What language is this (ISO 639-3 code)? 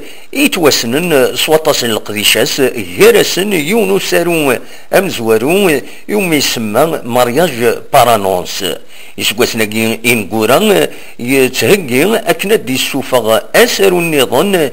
kab